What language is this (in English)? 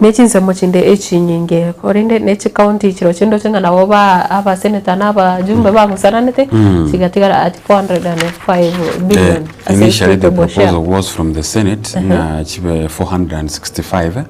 Gusii